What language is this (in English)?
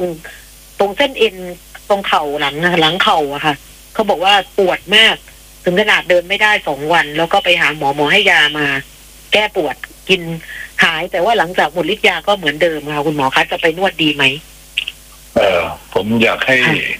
Thai